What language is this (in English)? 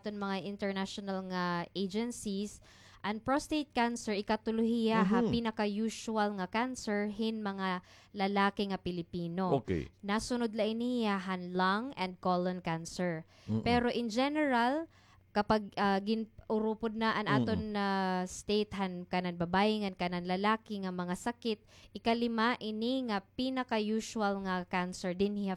Waray